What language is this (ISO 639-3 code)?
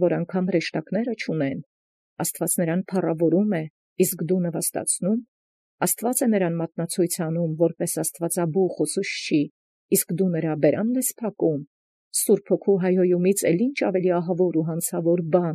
hye